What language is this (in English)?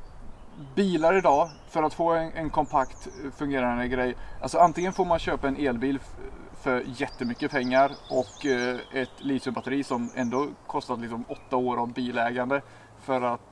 Swedish